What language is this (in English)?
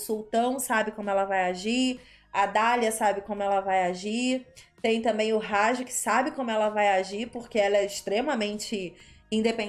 Portuguese